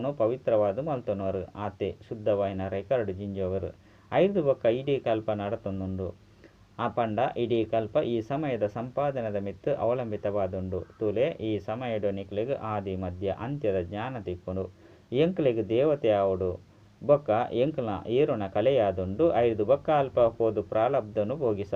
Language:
Tulu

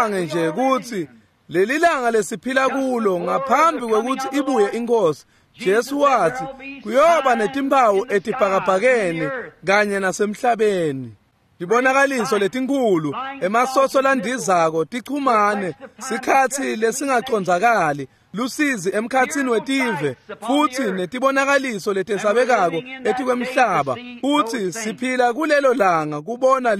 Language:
Swati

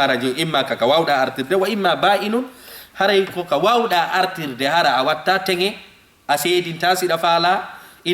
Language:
Fula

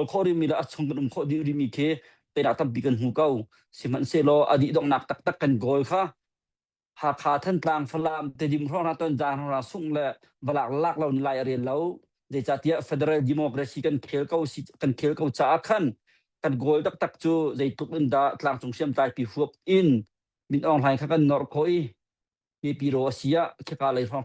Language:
Hakha Chin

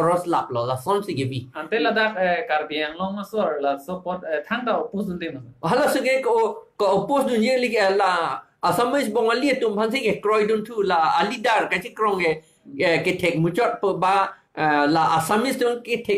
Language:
Karbi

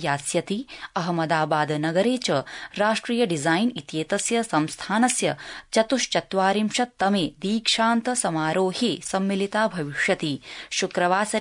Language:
Sanskrit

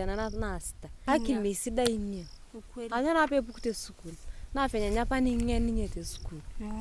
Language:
Masai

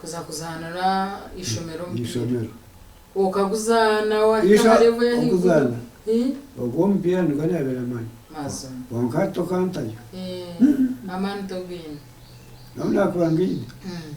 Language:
Nyankole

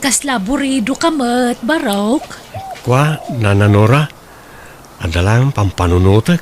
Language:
Iloko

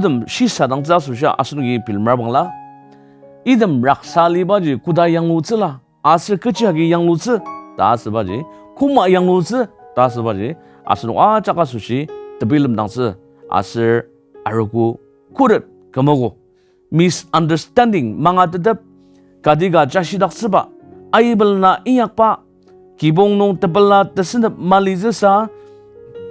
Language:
Ao Naga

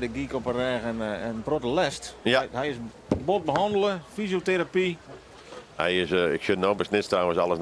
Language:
Western Frisian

